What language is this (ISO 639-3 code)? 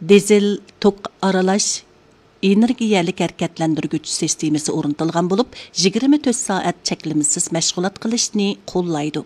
uig